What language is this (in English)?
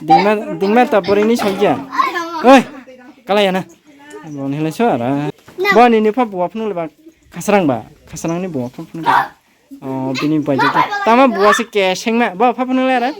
Kok Borok